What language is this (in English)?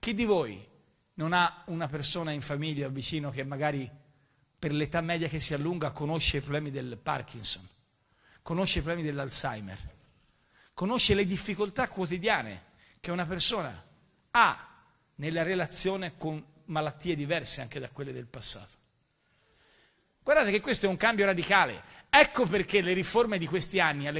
Italian